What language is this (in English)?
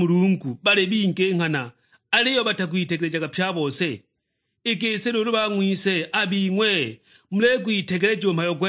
Sukuma